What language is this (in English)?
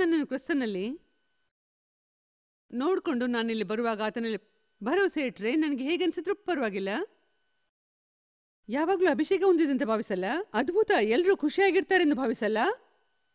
Kannada